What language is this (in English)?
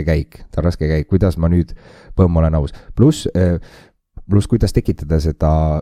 Estonian